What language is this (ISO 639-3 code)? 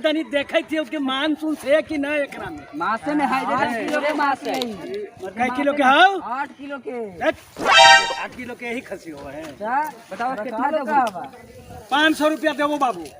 mag